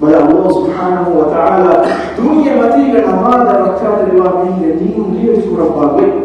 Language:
Divehi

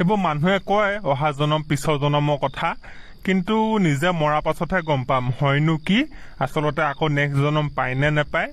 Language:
Assamese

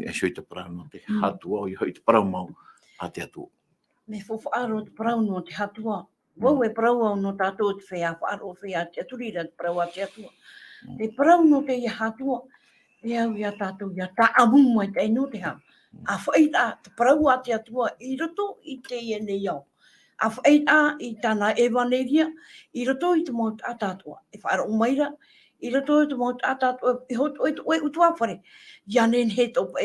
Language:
Tahitian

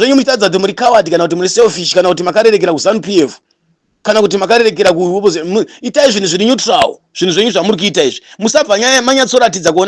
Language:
Shona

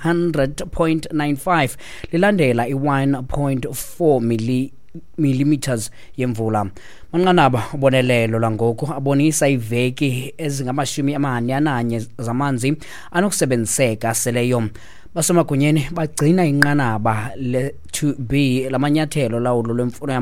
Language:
Xhosa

